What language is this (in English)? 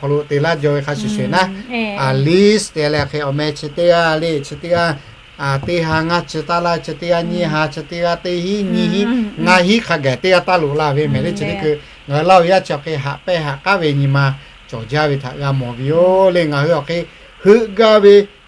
Lahu